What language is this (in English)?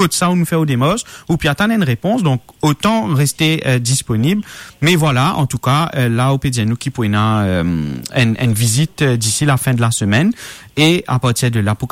Morisyen